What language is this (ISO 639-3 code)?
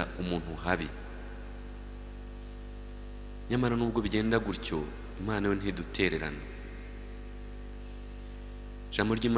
kin